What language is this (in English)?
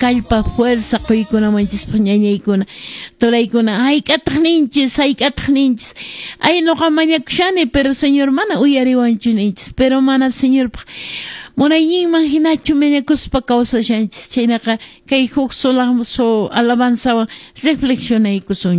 Quechua